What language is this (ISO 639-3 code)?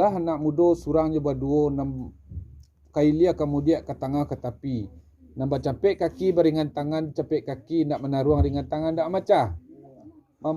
min